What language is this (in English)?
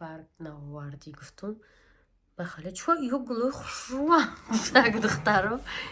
Tajik